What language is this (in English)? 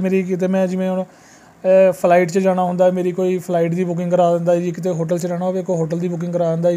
Punjabi